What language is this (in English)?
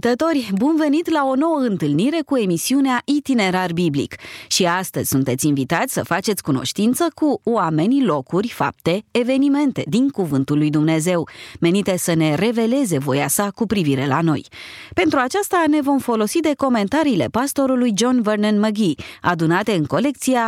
Romanian